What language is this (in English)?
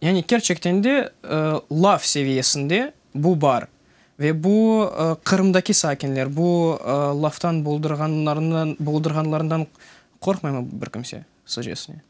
Crimean Tatar